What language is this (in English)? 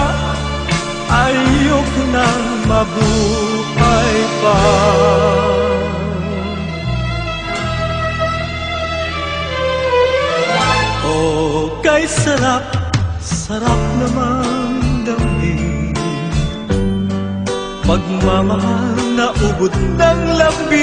Filipino